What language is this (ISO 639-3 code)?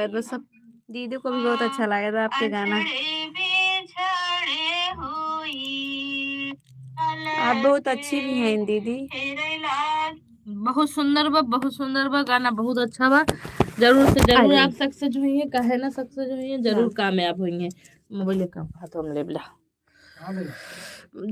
awa